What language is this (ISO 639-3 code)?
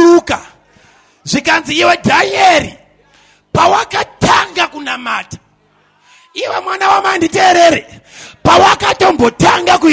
sna